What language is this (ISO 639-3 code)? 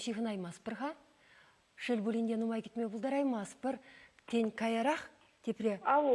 chv